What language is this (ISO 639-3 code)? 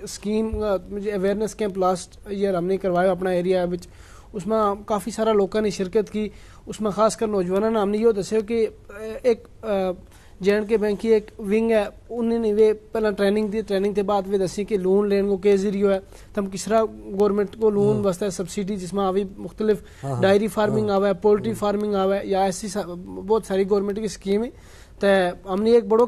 gju